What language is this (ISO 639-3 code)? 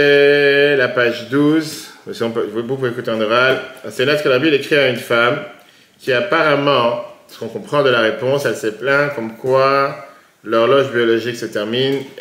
fra